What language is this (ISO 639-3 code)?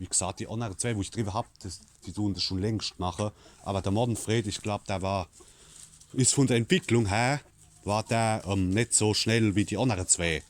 pfl